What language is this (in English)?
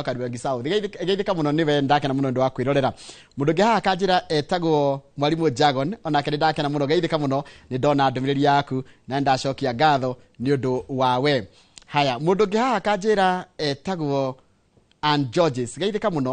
Kikuyu